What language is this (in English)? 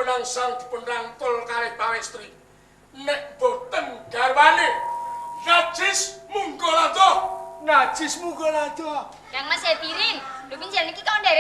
Javanese